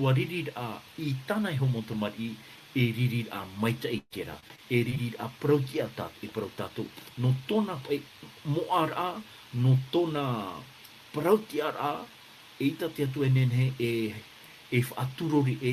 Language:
Tahitian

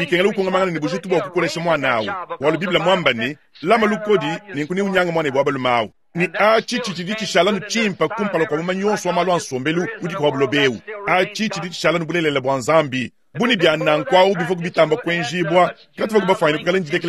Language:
Luba-Lulua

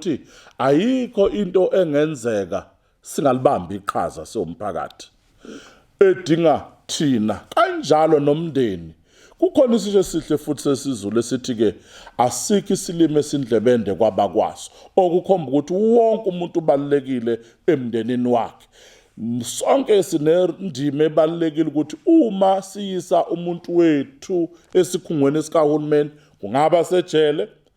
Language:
Zulu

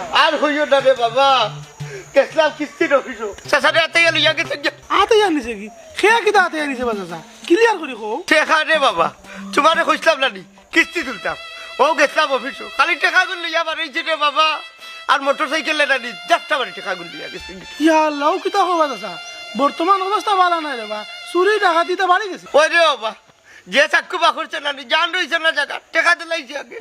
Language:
Sylheti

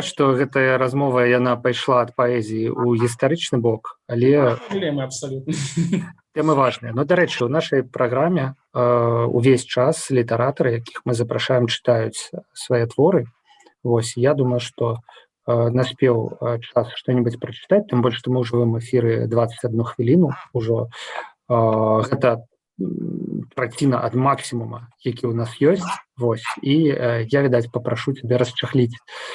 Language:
Belarusian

